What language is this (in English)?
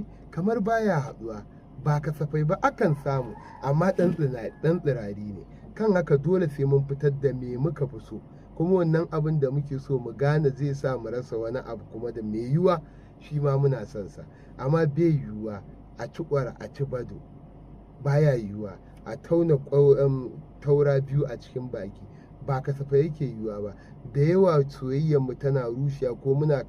Hausa